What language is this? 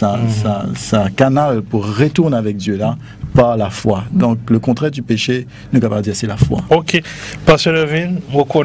Morisyen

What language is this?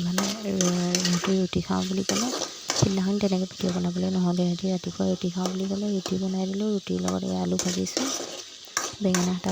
Assamese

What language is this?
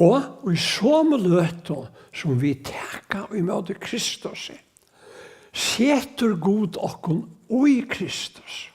Faroese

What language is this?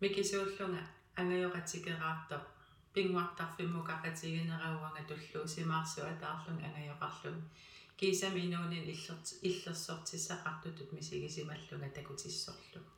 Kalaallisut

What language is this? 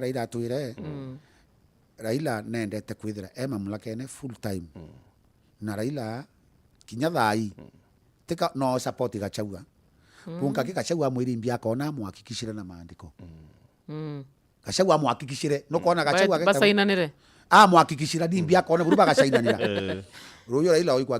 Meru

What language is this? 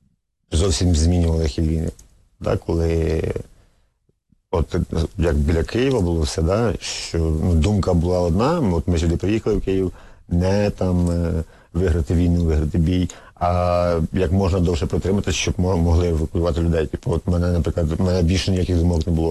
Ukrainian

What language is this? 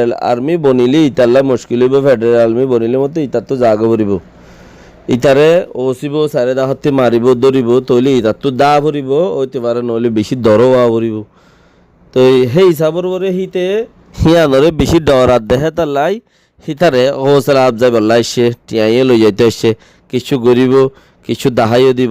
Rohingya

